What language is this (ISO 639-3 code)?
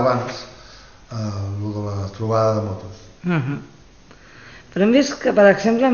cat